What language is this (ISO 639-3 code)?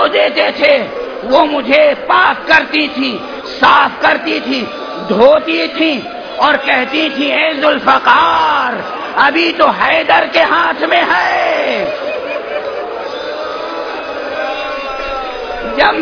urd